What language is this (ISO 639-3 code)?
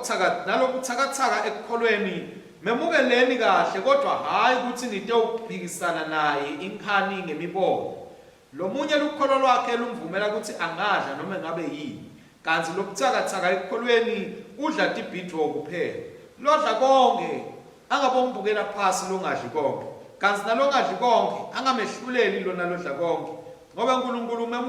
ssw